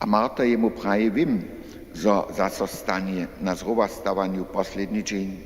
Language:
Upper Sorbian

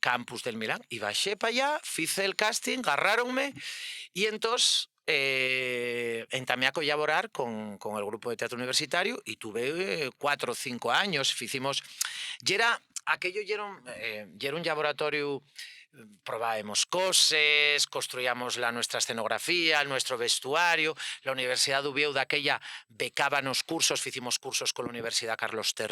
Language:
Asturian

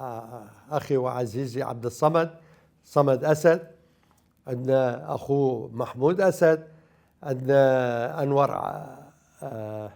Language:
Mesopotamian Arabic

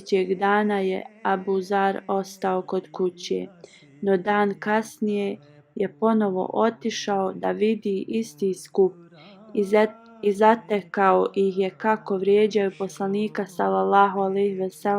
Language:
Bosnian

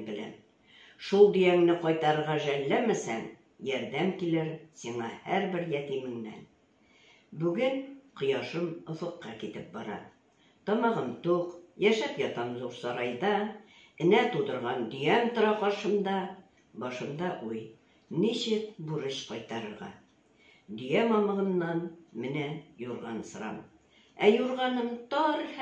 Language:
Tatar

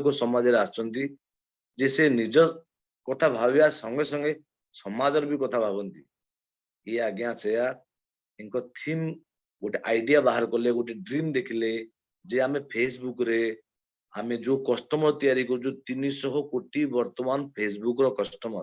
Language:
Odia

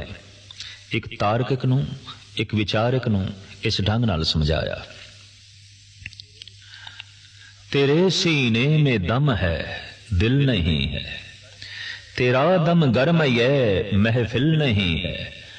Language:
Punjabi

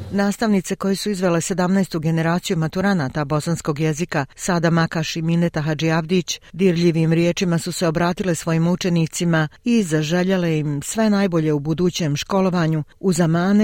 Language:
Bosnian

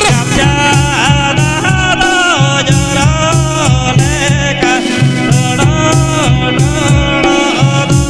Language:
Santali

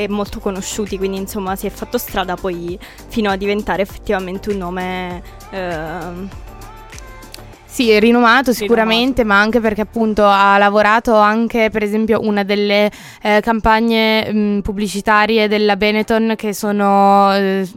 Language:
Italian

